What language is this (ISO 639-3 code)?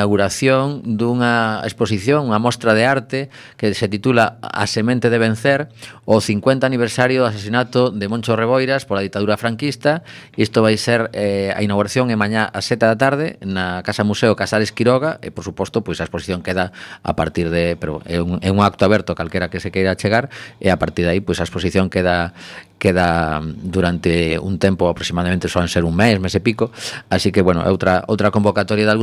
glg